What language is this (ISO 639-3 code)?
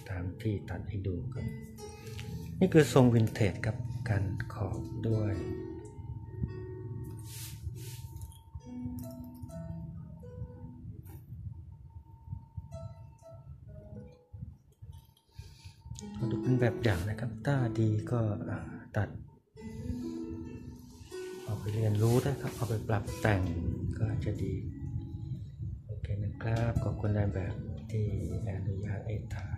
tha